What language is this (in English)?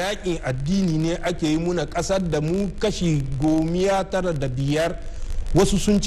Hausa